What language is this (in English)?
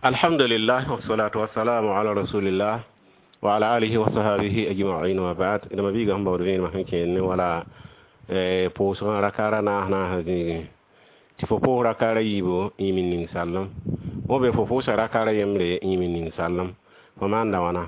Mossi